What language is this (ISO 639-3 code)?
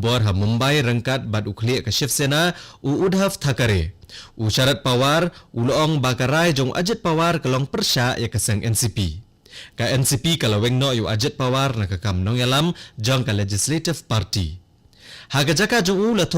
kha